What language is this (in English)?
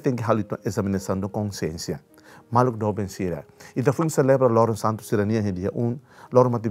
Tetum